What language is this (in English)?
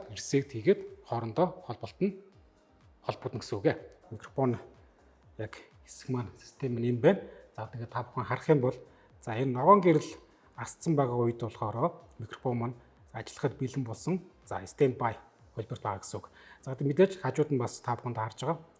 Mongolian